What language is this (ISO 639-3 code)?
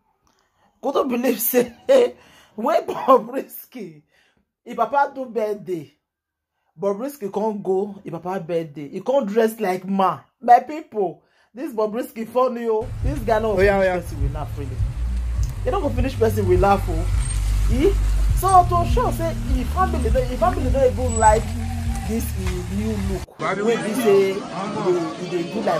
pcm